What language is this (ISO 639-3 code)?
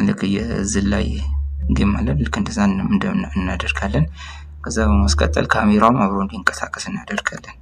amh